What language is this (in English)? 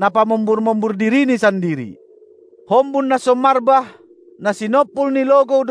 Batak Simalungun